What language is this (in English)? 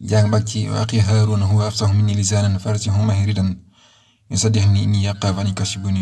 Wolof